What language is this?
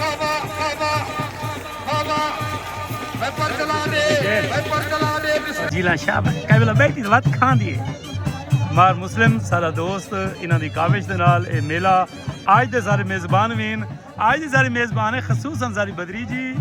Saraiki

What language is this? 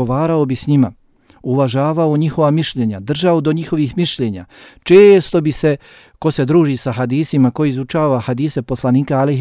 Bosnian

